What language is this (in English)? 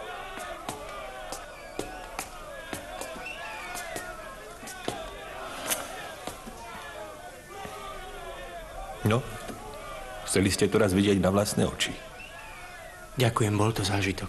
Slovak